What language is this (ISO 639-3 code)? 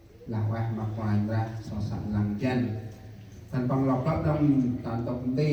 cmo